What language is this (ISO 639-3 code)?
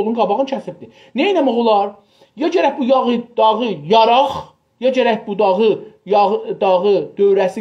azb